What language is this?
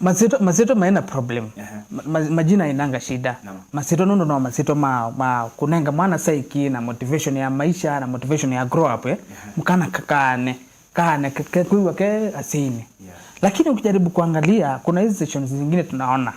Kamba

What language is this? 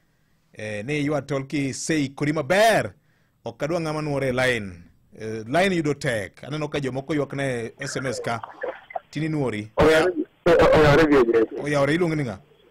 Luo (Kenya and Tanzania)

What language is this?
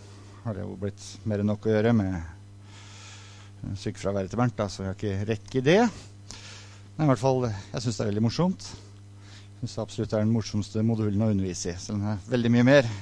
Norwegian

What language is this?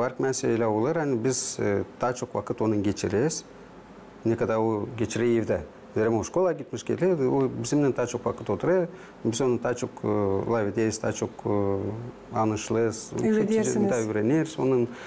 Gagauz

